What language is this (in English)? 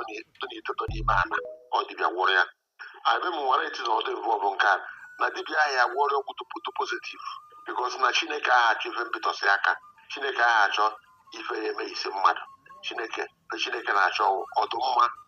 Igbo